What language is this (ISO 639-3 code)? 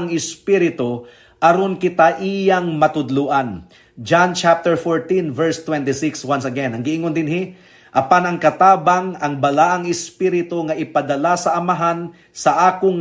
ceb